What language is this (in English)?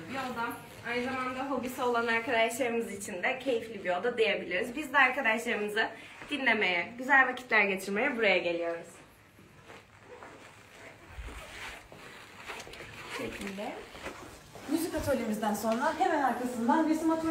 Turkish